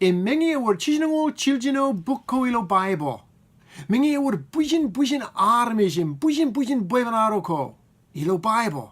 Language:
Marshallese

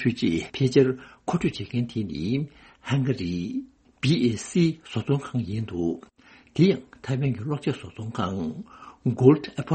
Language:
Tibetan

